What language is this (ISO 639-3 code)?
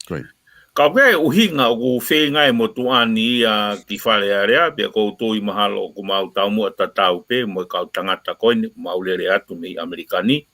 ton